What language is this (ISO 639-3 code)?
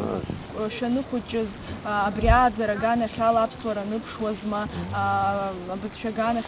abk